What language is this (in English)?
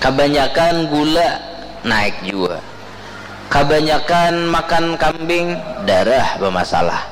Banjar